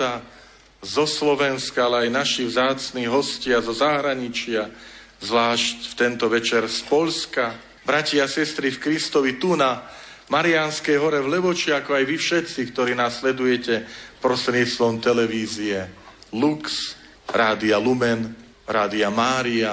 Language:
Slovak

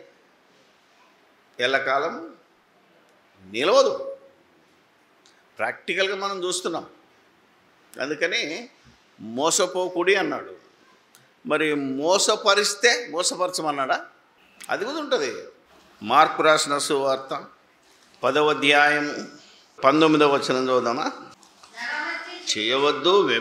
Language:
Telugu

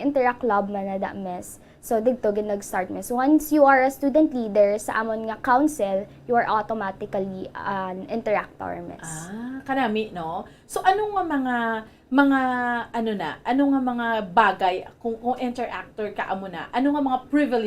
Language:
Hiligaynon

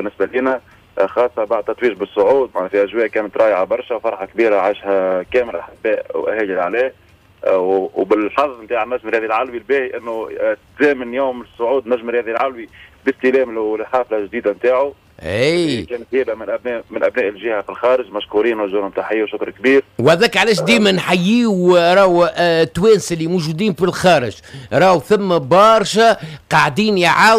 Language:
Tunisian Arabic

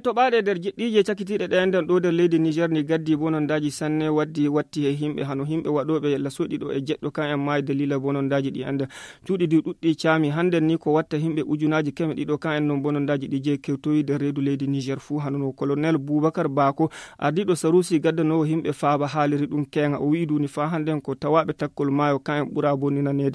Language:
Fula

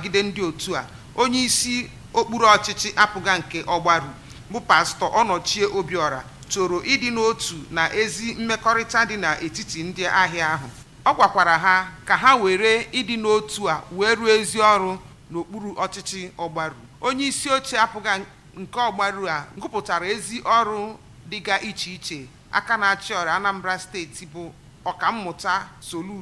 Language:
Igbo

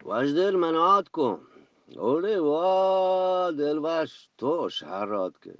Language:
Eastern Balochi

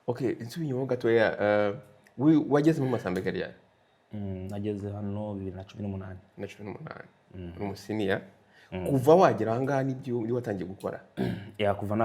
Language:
Kinyarwanda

